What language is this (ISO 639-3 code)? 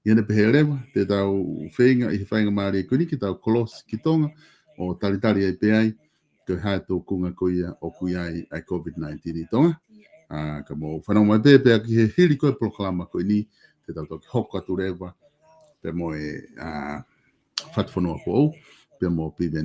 ton